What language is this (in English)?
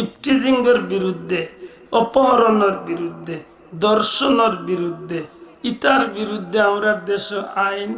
Sylheti